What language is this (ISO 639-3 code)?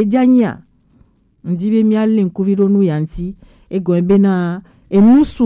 gej